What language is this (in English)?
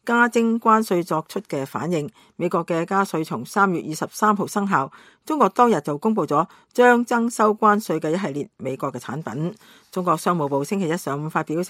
Cantonese